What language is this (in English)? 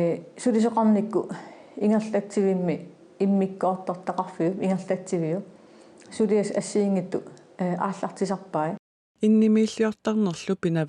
Kalaallisut